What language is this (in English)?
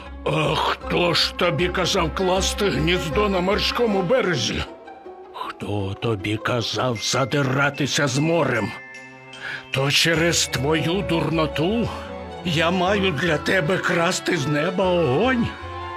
Ukrainian